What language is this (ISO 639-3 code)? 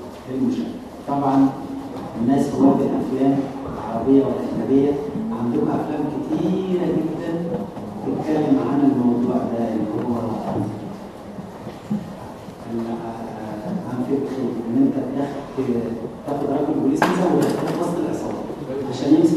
arz